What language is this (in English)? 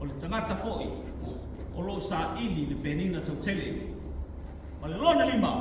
Samoan